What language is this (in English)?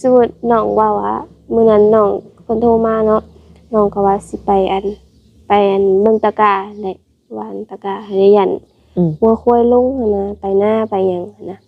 Lao